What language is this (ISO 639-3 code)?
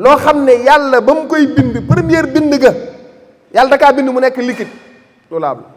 wol